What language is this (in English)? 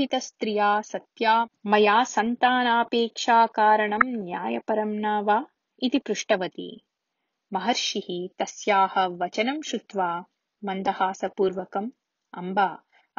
Sanskrit